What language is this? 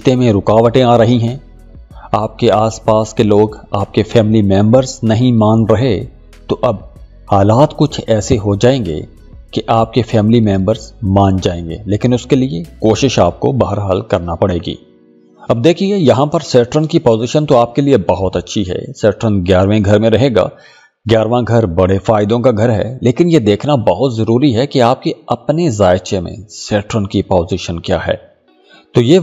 Urdu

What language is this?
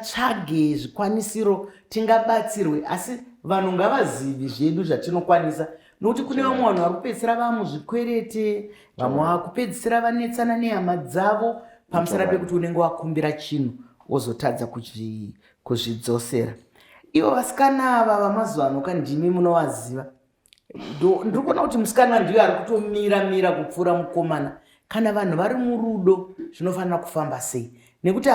Shona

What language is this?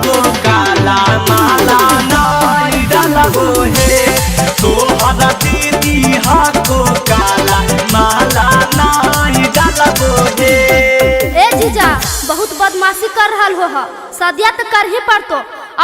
Magahi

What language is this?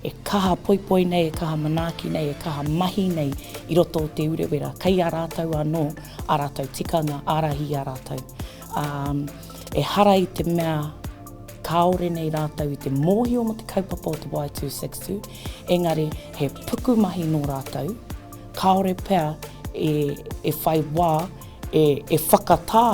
Māori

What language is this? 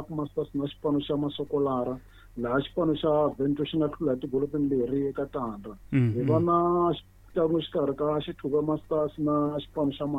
Tsonga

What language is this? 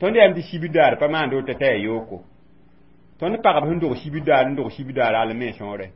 Mossi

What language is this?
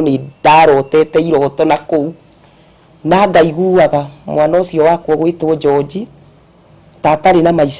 Kikuyu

